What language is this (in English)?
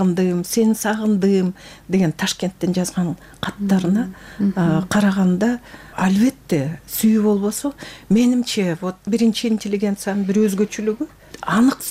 Kyrgyz